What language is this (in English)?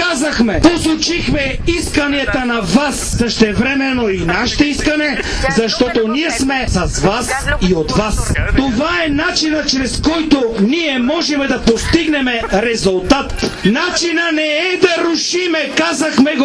Bulgarian